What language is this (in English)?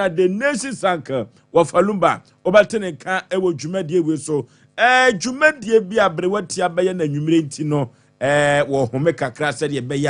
Akan